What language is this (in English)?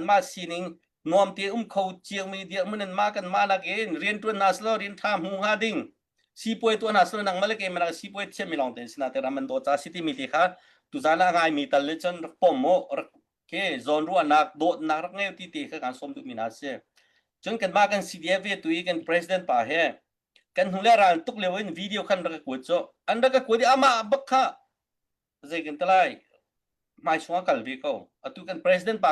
Hakha Chin